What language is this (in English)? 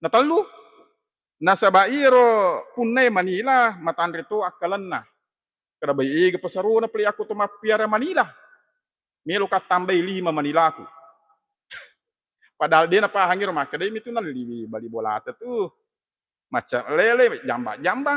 Buginese